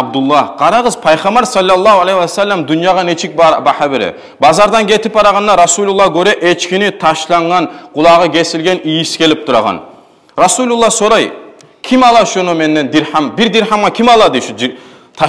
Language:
Kumyk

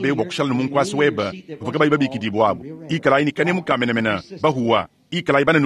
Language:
Luba-Lulua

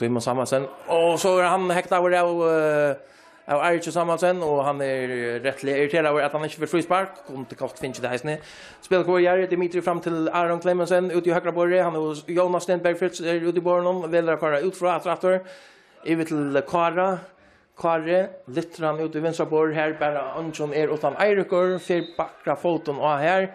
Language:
Faroese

